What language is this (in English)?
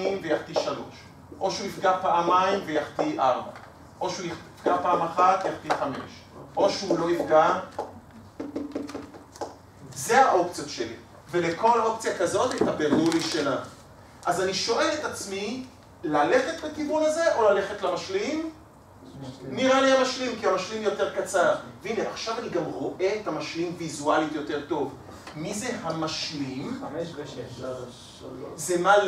Hebrew